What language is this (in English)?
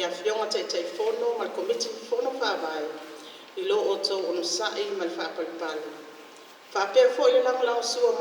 Samoan